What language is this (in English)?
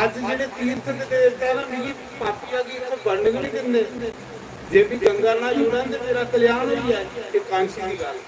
Dogri